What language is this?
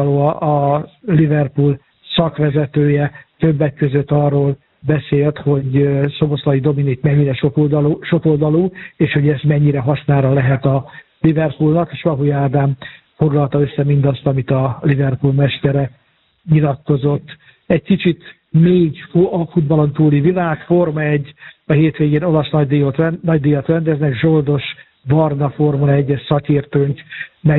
Hungarian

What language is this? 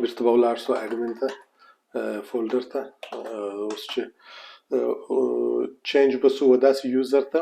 Pashto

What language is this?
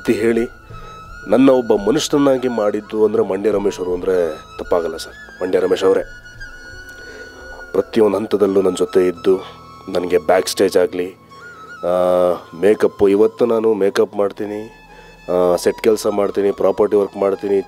Kannada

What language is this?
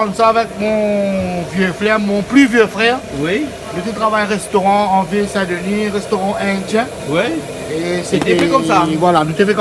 Réunion Creole French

